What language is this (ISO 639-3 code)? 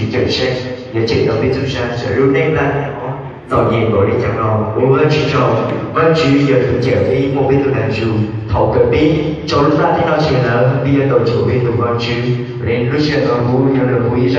hmn